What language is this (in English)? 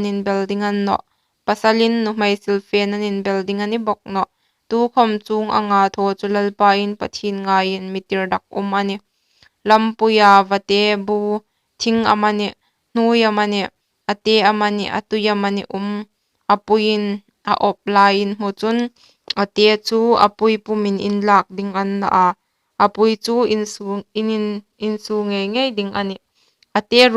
Hmar